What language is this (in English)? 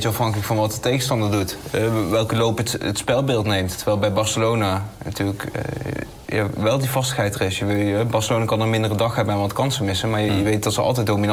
Dutch